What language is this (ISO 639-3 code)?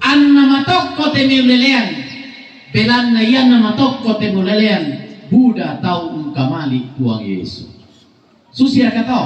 sda